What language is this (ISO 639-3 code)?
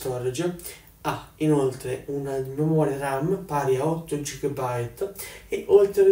ita